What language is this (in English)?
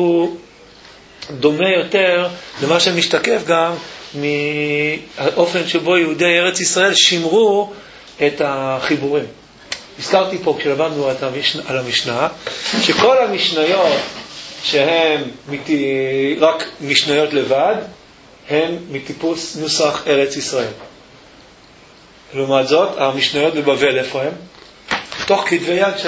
Hebrew